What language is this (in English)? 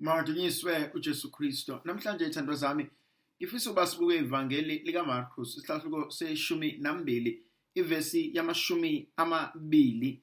Zulu